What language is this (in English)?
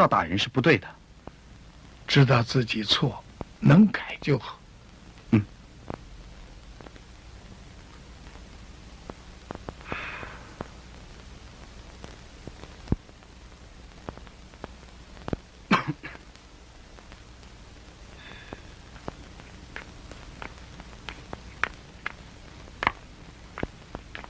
Chinese